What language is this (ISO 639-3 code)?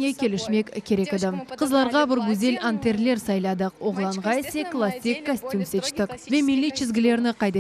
crh